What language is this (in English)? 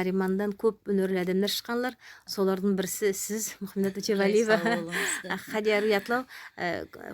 Nogai